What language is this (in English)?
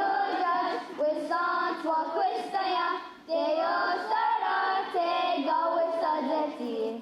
Mohawk